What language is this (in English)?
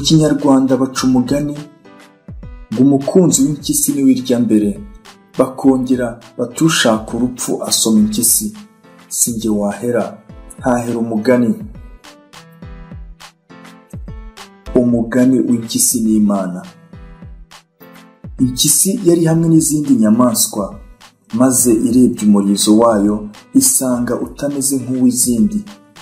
Kinyarwanda